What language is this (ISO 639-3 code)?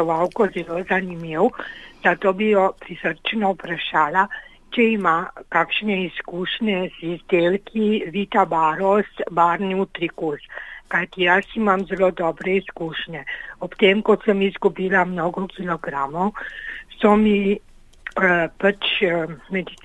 slv